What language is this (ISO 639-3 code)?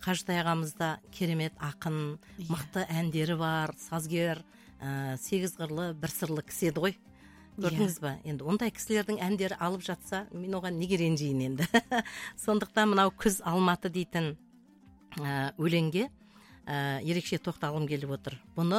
kaz